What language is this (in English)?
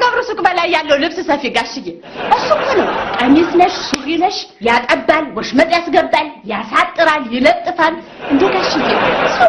Amharic